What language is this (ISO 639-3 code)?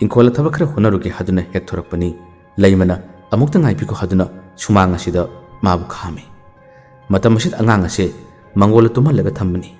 mni